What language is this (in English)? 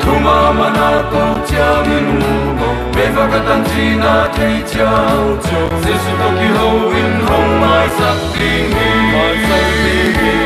Paite Chin